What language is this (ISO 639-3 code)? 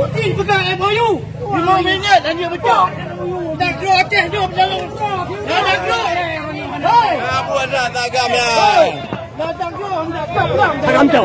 ace